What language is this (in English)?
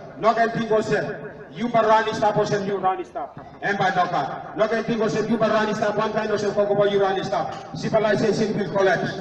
Tok Pisin